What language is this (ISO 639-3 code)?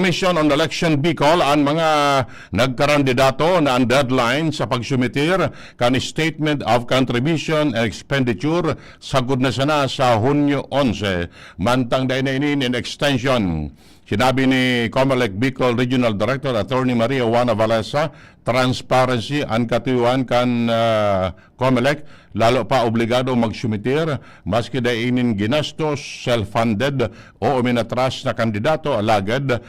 bik